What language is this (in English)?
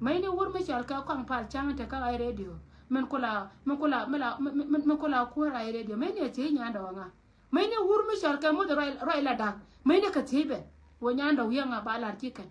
Nuer